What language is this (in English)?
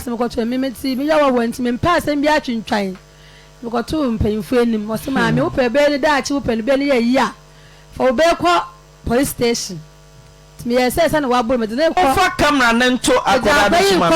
Akan